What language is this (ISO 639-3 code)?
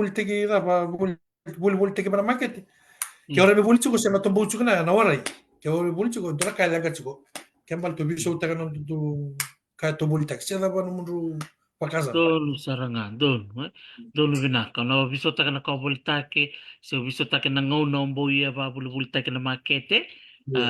fij